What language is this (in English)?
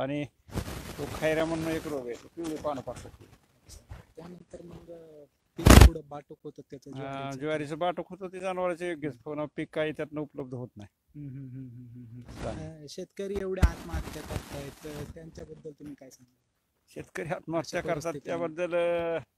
Marathi